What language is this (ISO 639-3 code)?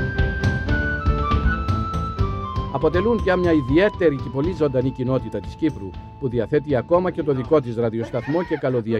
ell